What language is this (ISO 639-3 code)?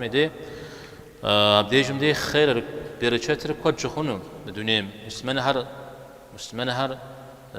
kbd